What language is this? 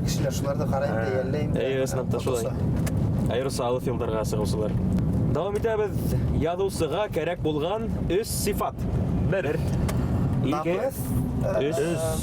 Bashkir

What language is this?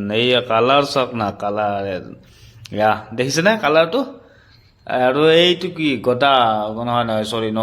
Assamese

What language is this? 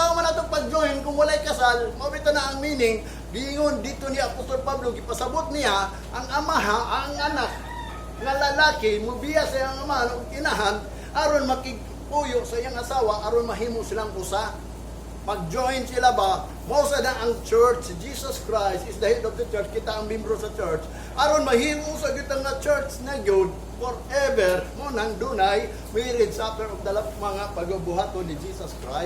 Cebuano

